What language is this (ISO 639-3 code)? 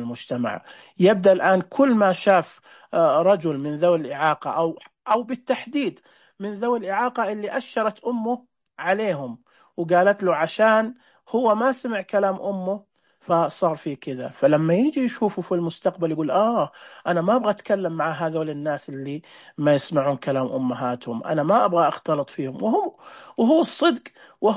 ars